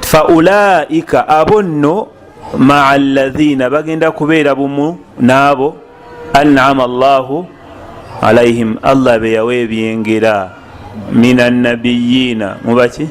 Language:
Ganda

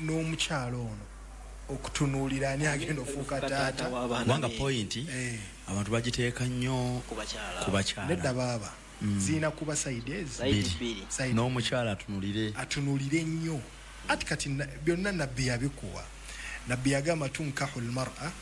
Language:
Ganda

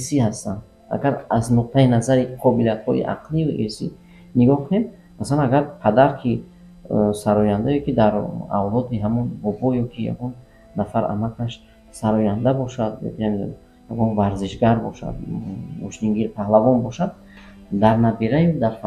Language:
Tajik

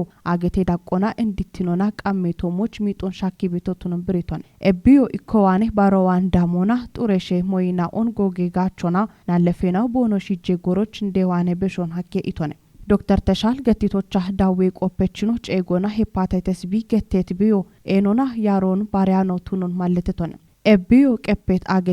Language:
Kafa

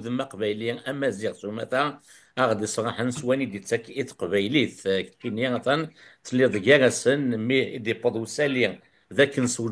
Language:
Kabyle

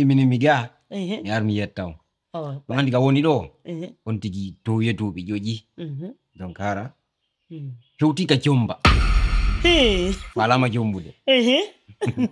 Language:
Fula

